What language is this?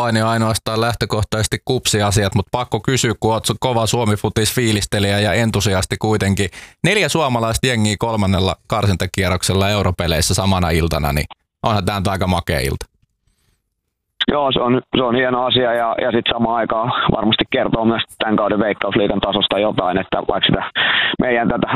Finnish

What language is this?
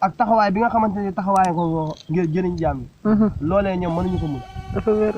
Wolof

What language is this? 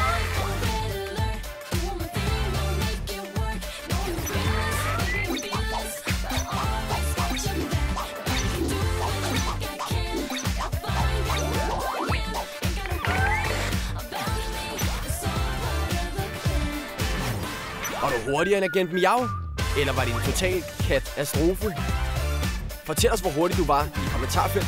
Danish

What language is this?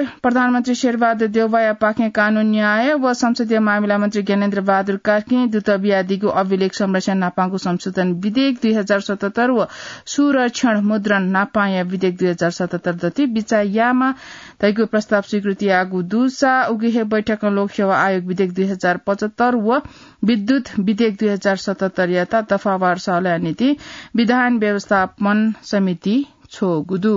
Newari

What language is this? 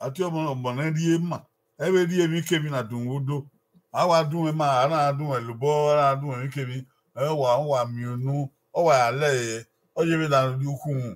Bini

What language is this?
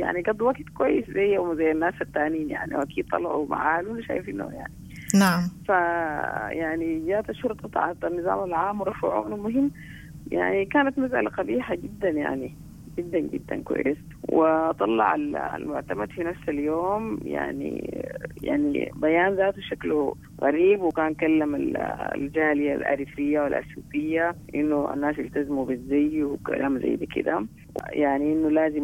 Sudanese Arabic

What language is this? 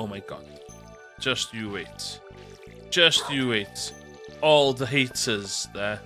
Welsh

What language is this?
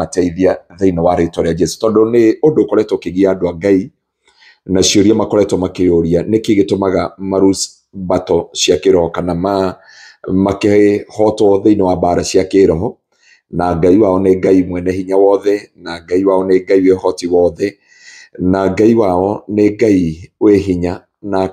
Kikuyu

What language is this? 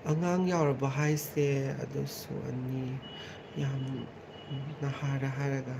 Manipuri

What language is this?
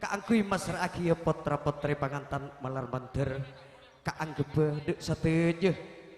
Madurese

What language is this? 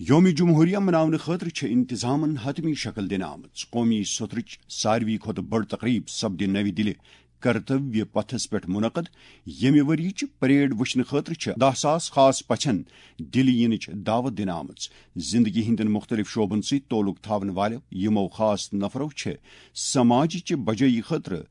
Kashmiri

